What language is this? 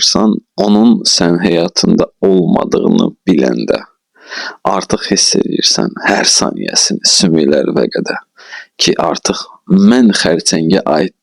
Azerbaijani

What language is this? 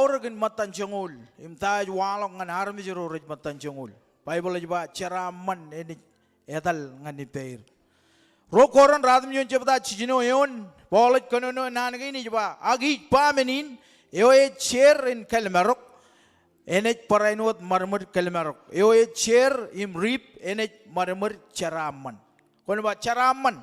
Marshallese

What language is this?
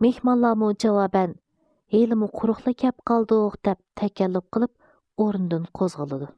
Uyghur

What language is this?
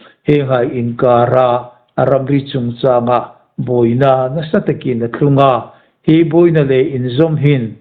Hmar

